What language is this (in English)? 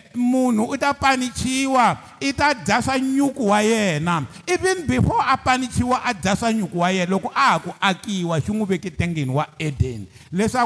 Tsonga